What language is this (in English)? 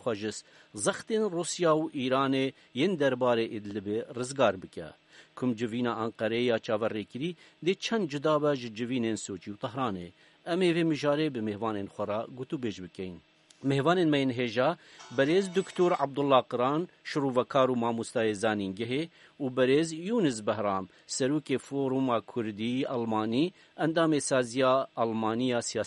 Kurdish